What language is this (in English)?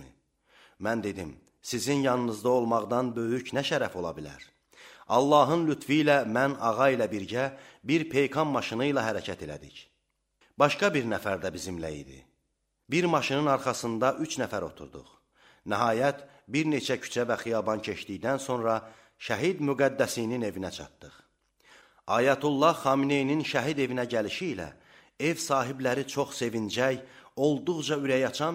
Azerbaijani